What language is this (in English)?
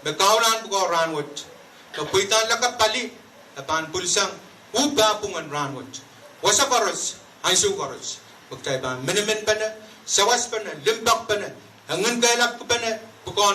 Pohnpeian